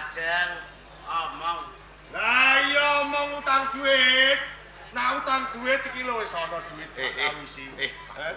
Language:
Javanese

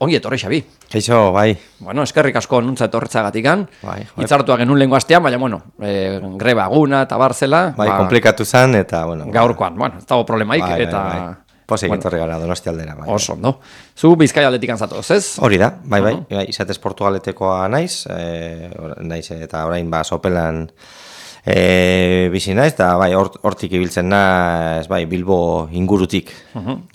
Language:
Basque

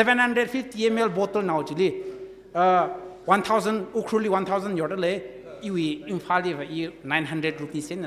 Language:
Tangkhul Naga (India)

